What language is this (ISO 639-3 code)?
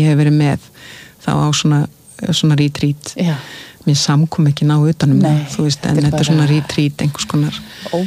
isl